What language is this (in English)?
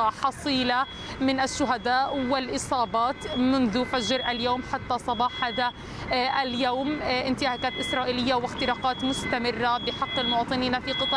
Arabic